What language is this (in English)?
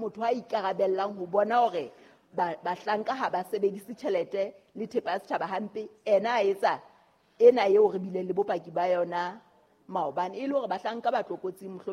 Southern Sotho